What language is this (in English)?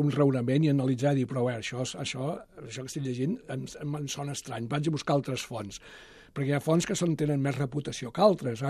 Catalan